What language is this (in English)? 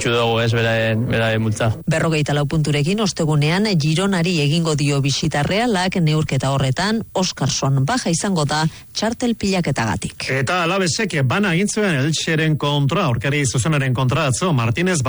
Basque